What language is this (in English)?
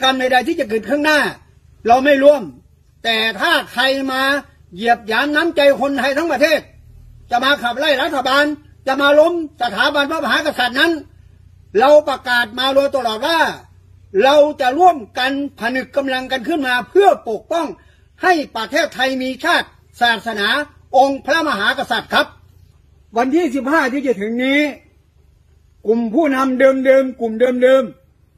Thai